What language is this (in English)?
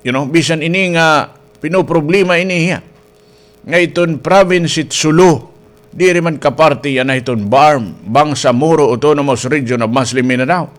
Waray